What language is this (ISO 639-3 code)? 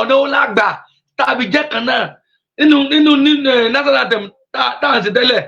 yor